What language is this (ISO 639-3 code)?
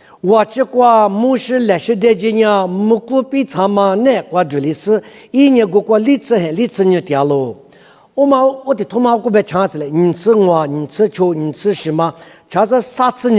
lis